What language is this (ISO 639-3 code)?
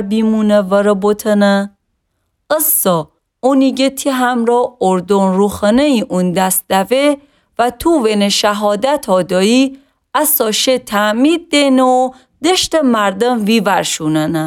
glk